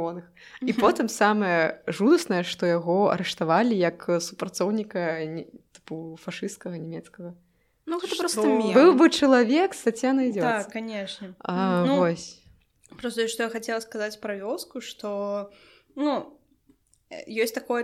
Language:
Belarusian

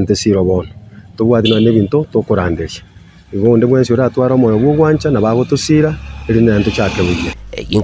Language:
Gusii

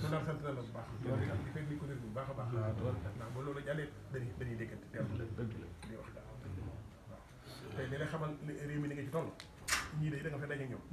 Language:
Wolof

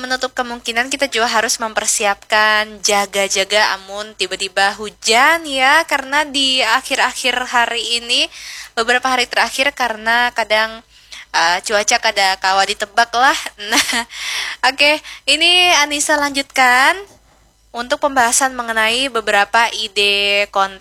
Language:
Banjar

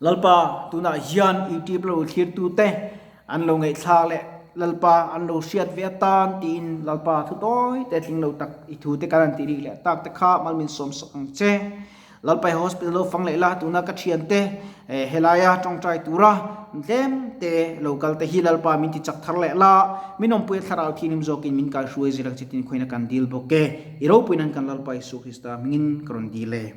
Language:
Mizo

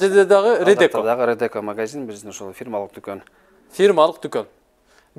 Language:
Kyrgyz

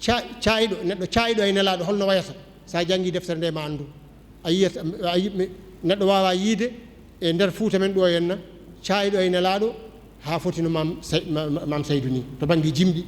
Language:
Fula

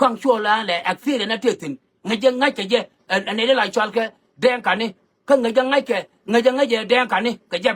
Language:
Nuer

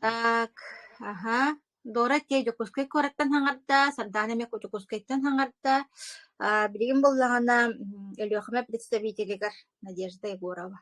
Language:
Yakut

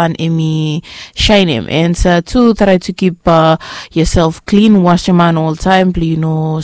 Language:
Bislama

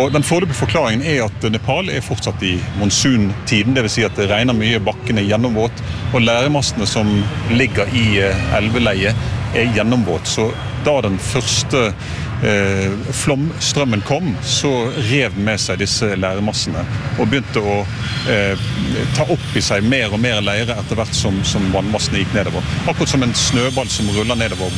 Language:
Norwegian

